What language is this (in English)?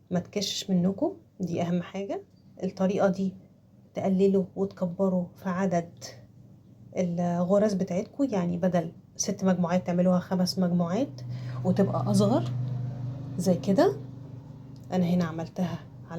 Egyptian Arabic